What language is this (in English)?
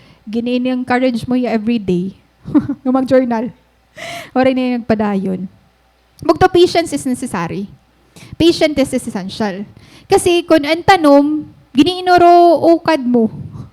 Waray